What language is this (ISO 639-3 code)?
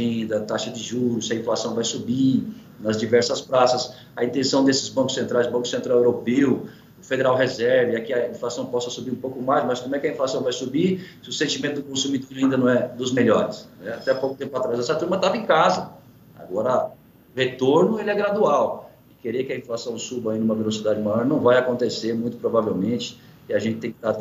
por